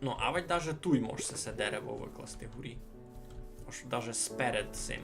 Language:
Rusyn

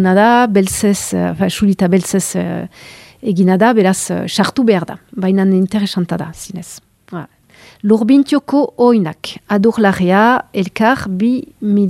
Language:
Basque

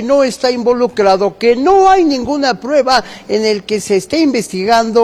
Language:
Spanish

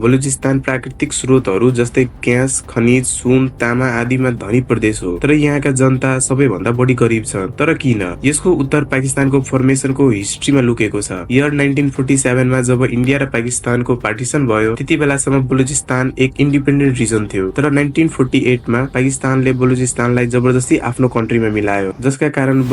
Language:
Nepali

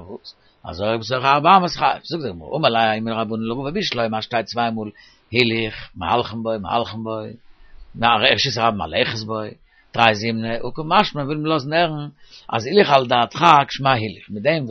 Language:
Yiddish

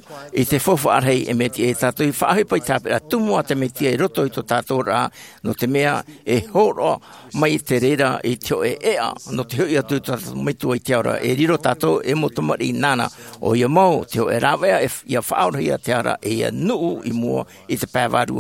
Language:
Tahitian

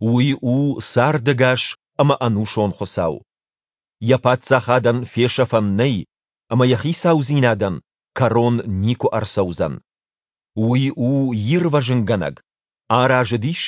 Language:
Ossetic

